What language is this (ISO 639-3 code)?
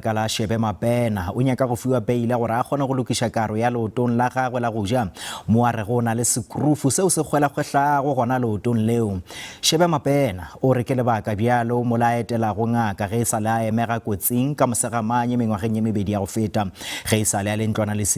nso